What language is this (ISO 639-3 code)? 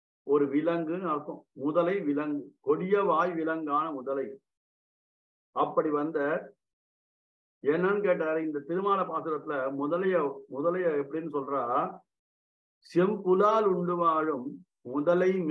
tam